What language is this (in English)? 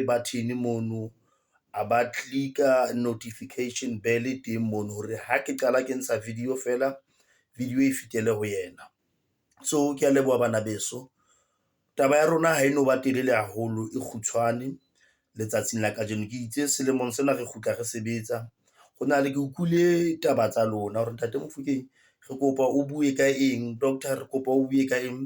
Southern Sotho